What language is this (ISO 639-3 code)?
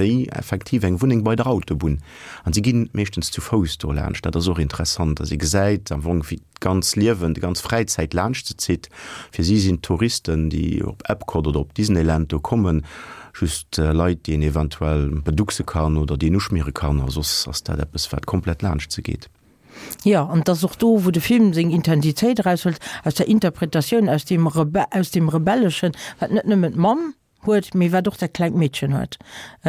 ltz